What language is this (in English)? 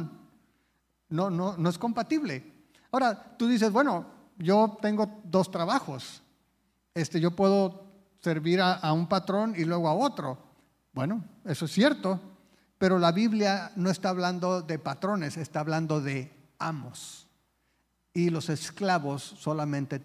Spanish